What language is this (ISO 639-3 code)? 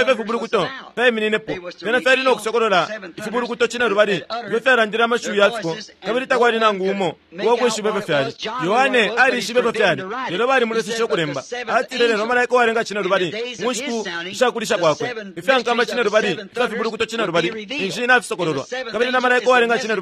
bem